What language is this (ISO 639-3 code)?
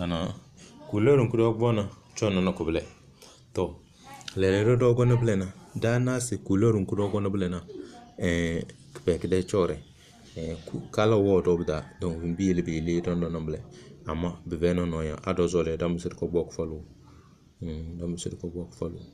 kdh